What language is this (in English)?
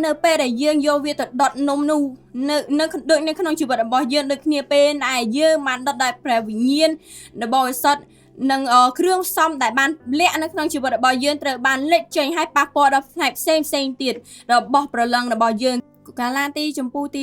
Khmer